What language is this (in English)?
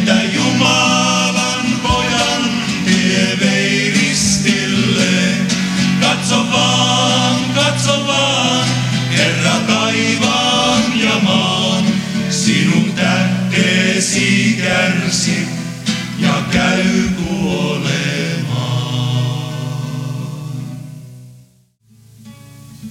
Finnish